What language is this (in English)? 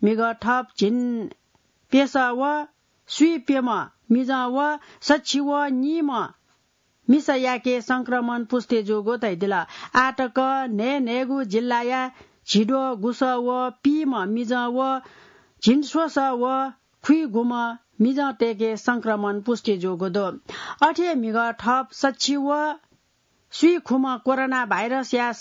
Newari